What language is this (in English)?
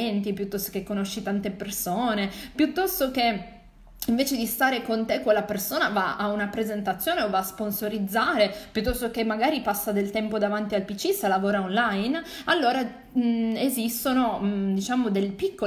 Italian